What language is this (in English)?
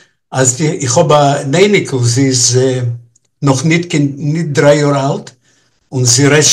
Yiddish